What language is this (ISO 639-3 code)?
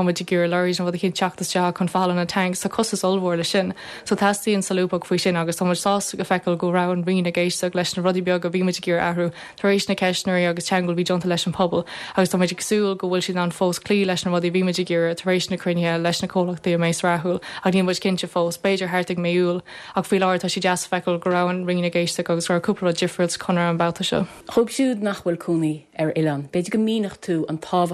gle